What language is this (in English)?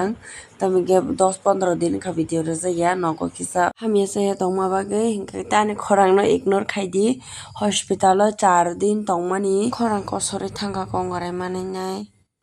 Kok Borok